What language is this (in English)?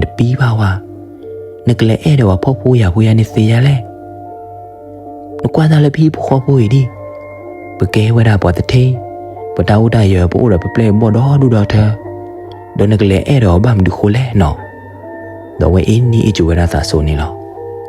S'gaw Karen